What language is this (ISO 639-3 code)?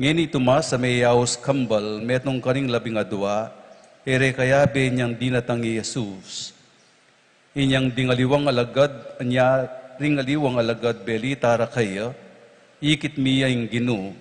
pam